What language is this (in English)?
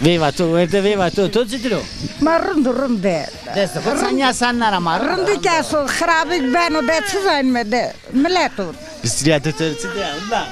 Zaza